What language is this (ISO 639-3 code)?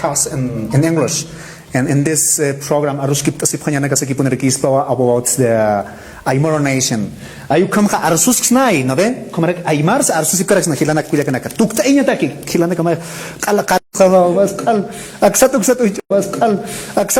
aym